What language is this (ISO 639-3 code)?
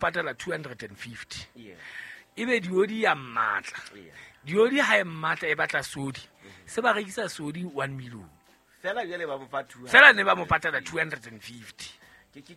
sot